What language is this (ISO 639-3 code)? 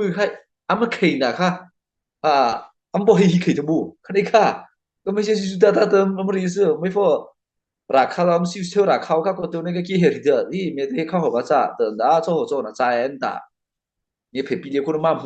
mrh